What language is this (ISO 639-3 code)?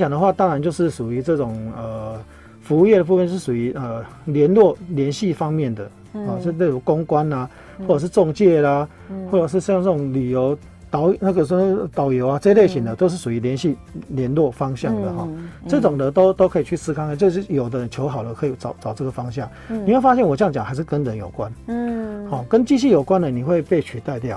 zho